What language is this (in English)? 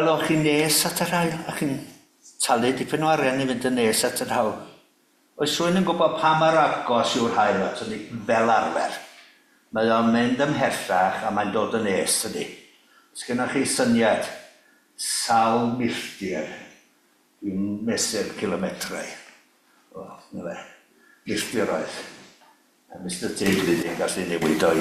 Welsh